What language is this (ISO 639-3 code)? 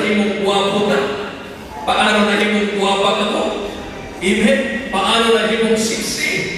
ceb